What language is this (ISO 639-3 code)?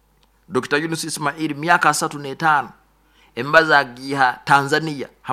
nyo